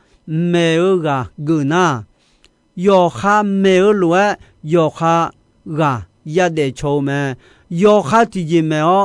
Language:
Akha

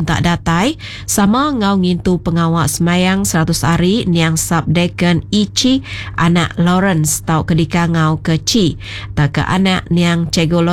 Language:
Iban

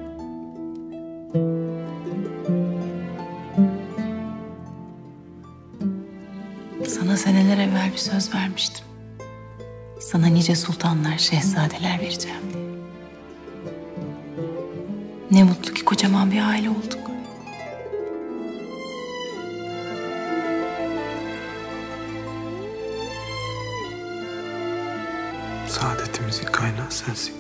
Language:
Turkish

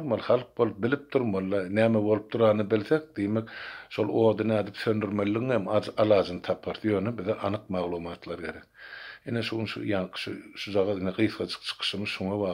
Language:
Turkmen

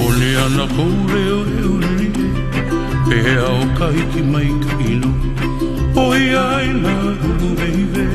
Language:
Hawaiian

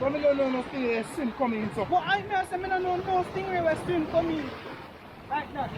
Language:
Jamaican Creole English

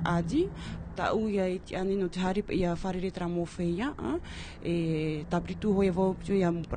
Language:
Tahitian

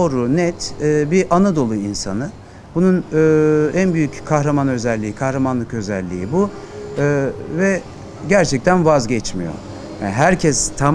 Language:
Turkish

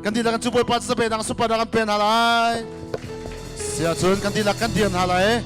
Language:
Hakha Chin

